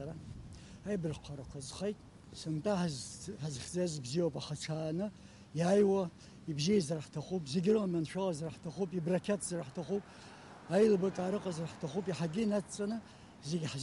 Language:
Abkhazian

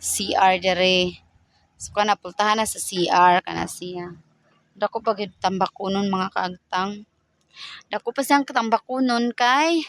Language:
Cebuano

